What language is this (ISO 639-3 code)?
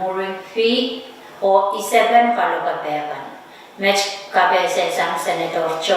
pon